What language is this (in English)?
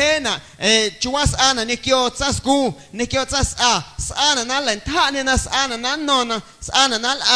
Guerrero Amuzgo